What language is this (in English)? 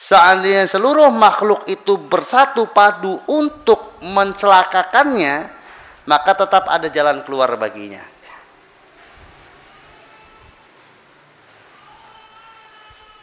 Indonesian